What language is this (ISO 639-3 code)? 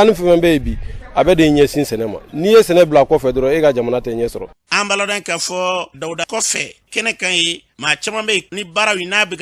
bam